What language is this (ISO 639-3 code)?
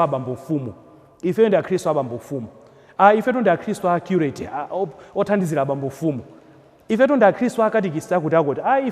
nya